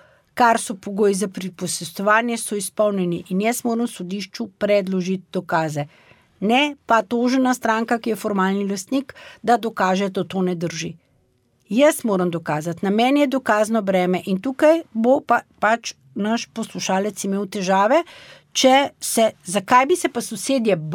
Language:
Slovenian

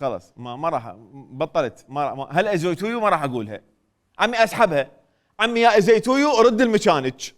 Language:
Mesopotamian Arabic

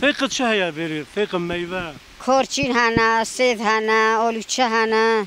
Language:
Kurdish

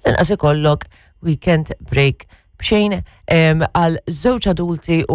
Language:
Maltese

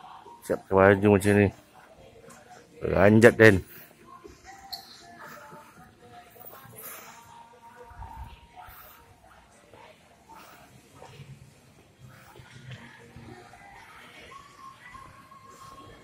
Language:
Malay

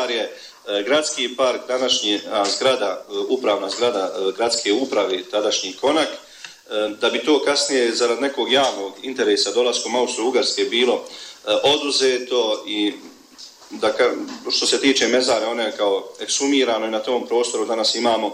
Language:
Bosnian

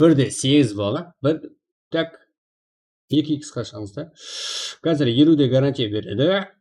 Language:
Kara-Kalpak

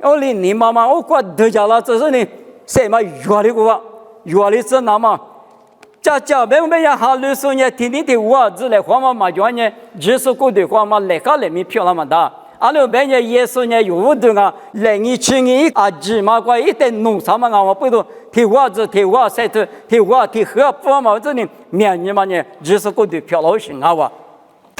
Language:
Lisu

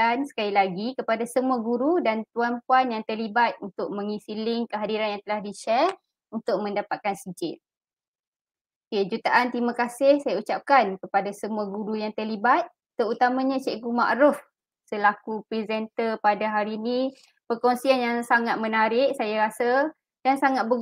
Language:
Malay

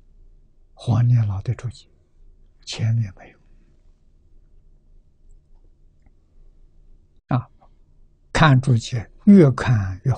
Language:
Chinese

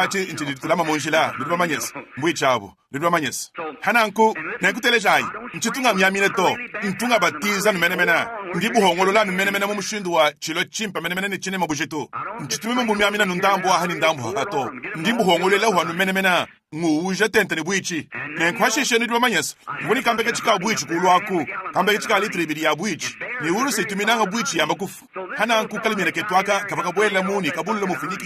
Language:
Luba-Lulua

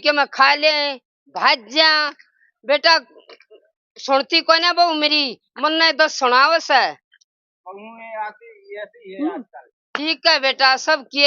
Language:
Haryanvi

